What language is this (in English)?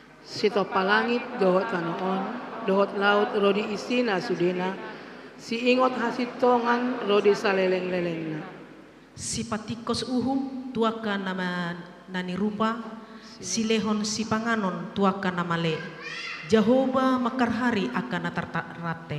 Batak Toba